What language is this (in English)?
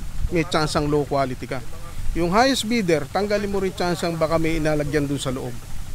Filipino